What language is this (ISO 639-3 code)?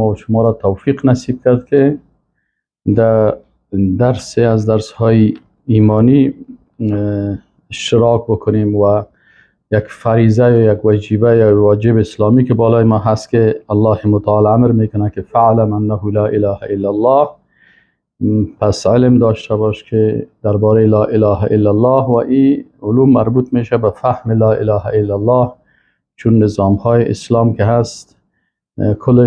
fas